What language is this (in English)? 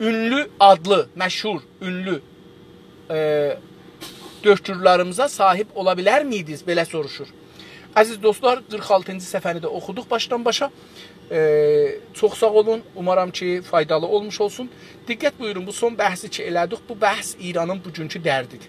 South Azerbaijani